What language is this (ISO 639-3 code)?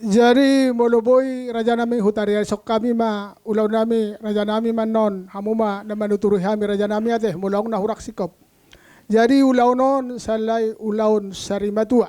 bbc